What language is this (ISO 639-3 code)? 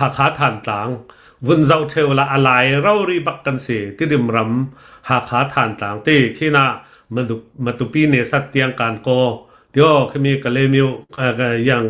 cnh